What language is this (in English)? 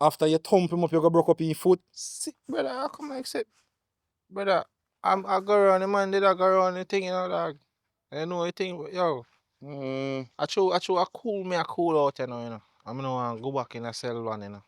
Jamaican Creole English